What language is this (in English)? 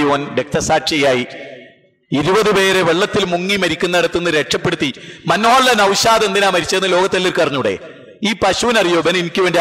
Malayalam